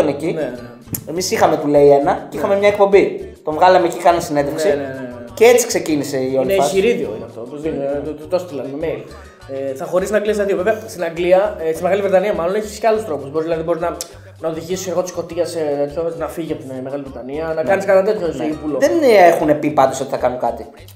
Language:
Greek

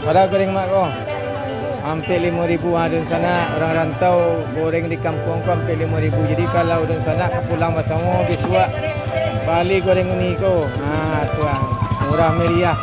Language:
Minangkabau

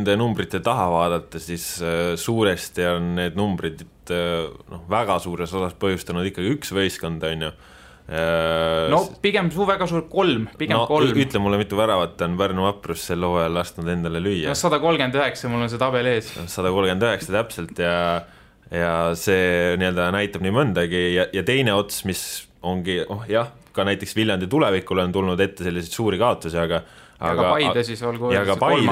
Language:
Estonian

